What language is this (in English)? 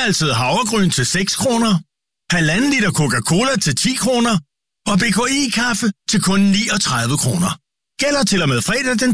Danish